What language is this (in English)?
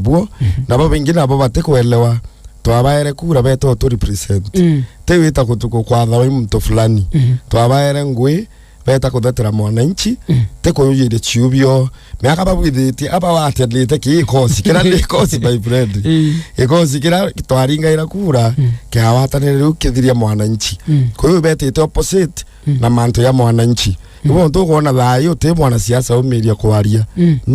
Meru